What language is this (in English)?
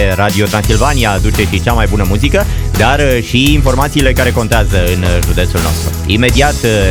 Romanian